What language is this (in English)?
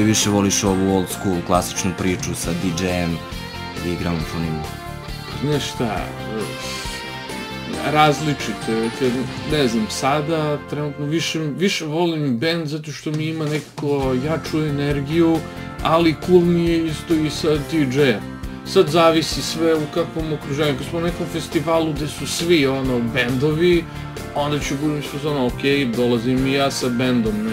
Serbian